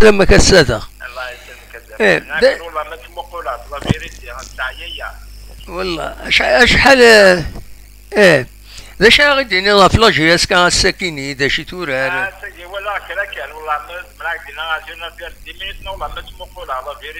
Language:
Kabyle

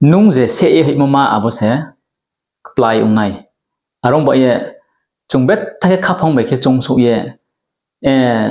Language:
Riang (India)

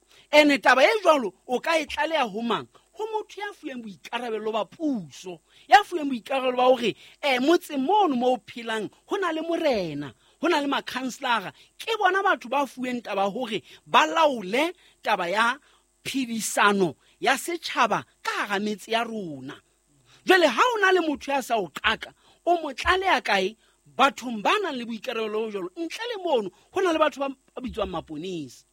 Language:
Southern Sotho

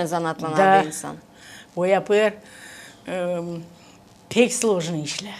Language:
Gagauz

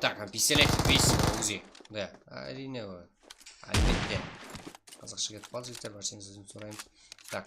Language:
Kara-Kalpak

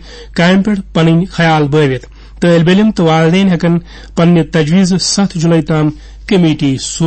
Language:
Kashmiri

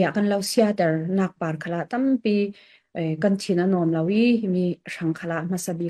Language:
Falam Chin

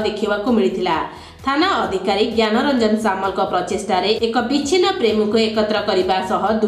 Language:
Odia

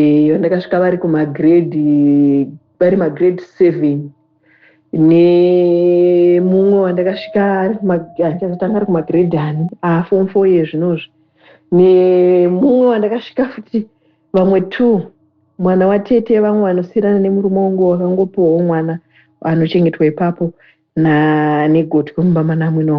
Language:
Shona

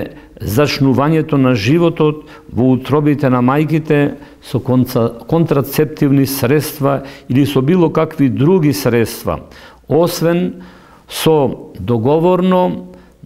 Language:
Macedonian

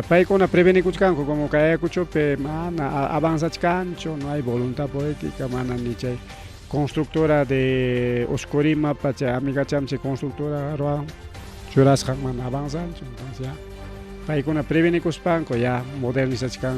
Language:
Ayacucho Quechua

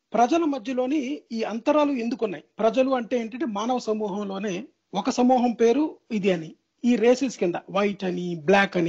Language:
Telugu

